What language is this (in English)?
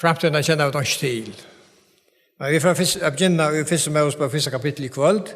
Faroese